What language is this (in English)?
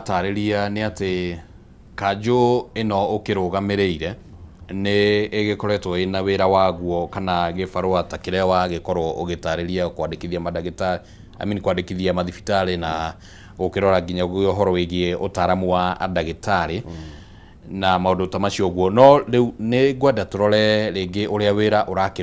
Kikuyu